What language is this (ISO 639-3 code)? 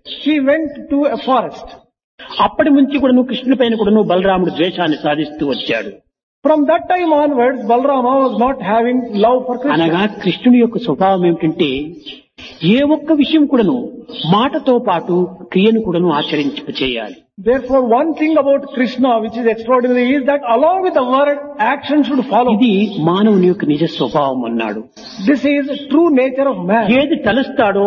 tel